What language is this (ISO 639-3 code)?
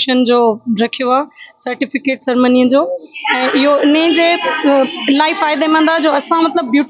snd